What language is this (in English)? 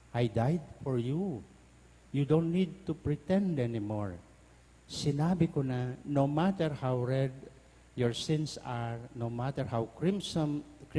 Pampanga